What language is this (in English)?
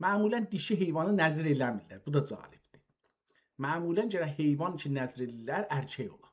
South Azerbaijani